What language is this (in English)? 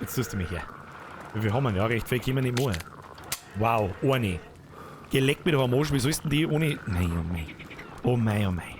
Bavarian